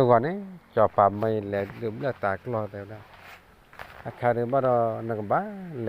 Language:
S'gaw Karen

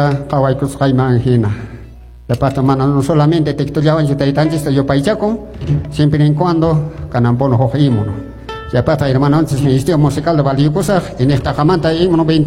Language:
Quechua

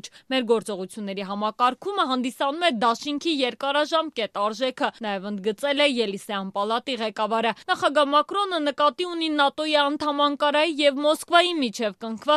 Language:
Armenian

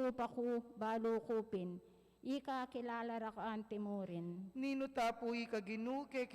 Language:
Pampanga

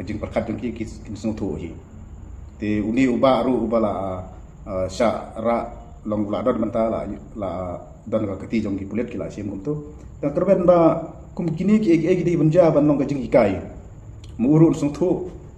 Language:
Khasi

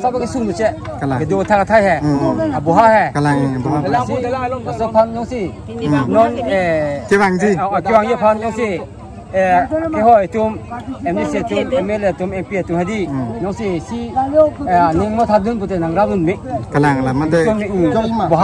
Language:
Karbi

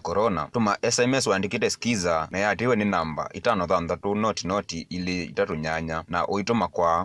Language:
Kamba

